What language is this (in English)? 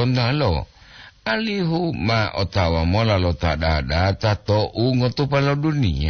Gorontalo